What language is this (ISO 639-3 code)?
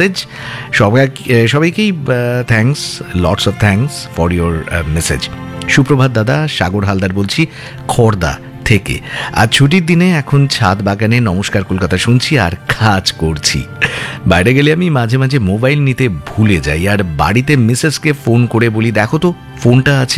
ben